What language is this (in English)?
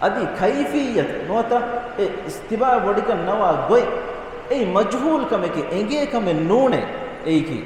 Divehi